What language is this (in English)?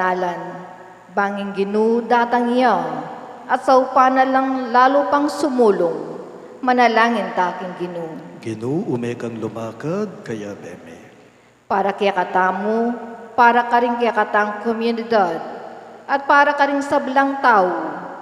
Pampanga